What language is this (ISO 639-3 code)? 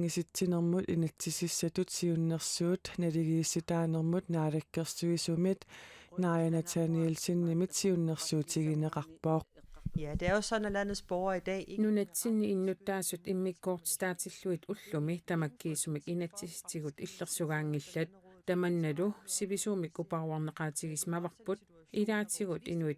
kal